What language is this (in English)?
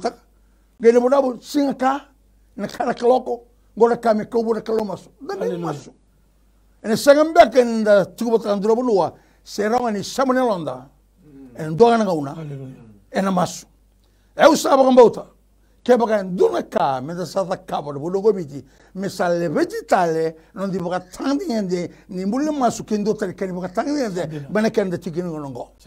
Fijian